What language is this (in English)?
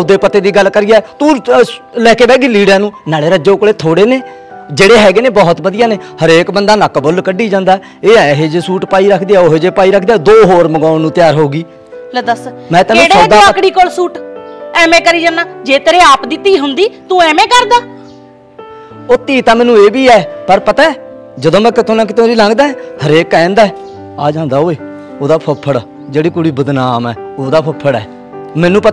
Punjabi